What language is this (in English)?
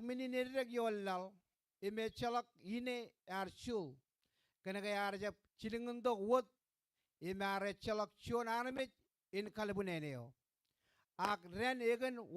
Marshallese